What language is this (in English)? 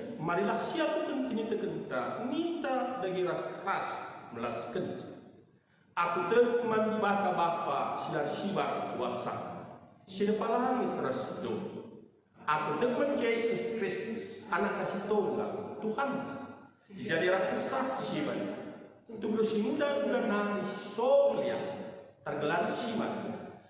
Batak Karo